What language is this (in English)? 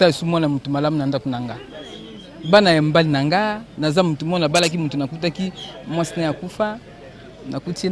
Lingala